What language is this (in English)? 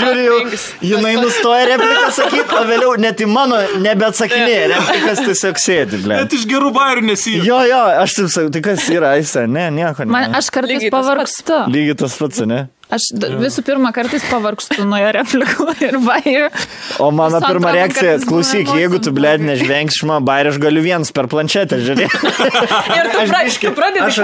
Lithuanian